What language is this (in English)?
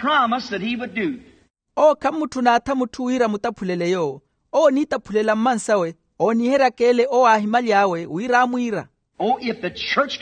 Makhuwa